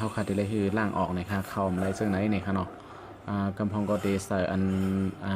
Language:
Shan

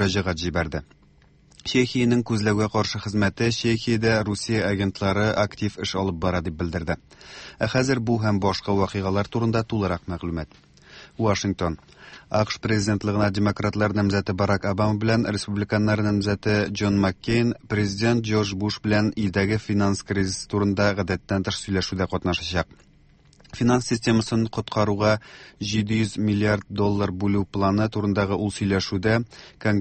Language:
Tatar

